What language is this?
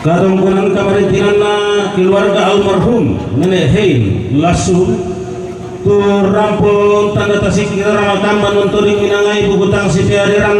Toraja-Sa'dan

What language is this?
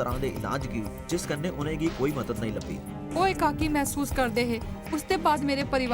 Dogri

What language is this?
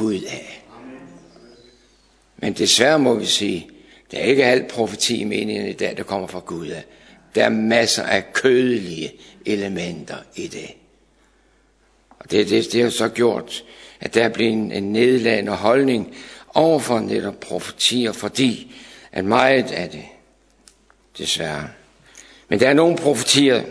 Danish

